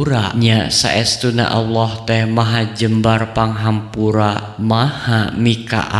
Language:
Sundanese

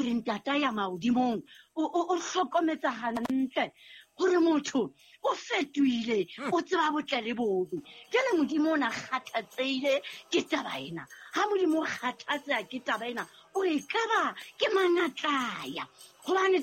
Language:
Southern Sotho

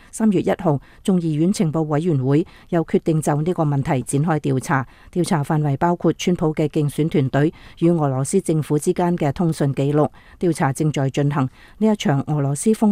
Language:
Cantonese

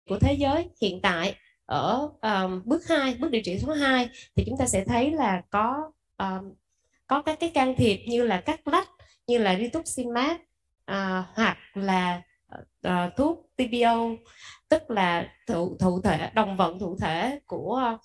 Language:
Vietnamese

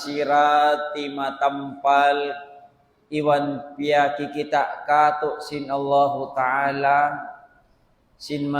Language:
Tausug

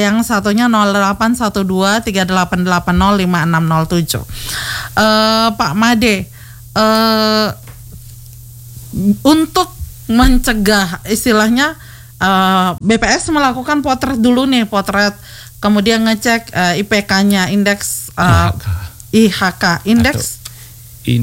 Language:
Indonesian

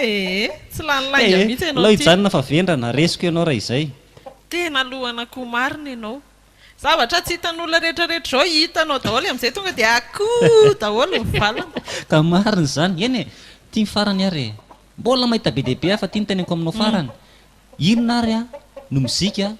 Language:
Malagasy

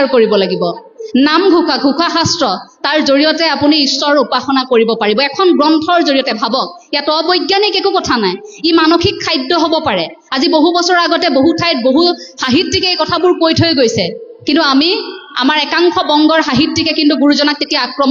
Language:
Assamese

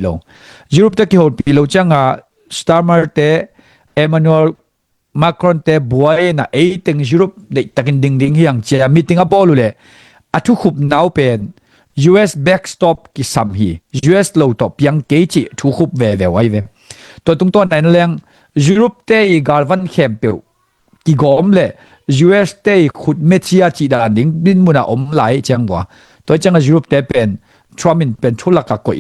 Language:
Tedim Chin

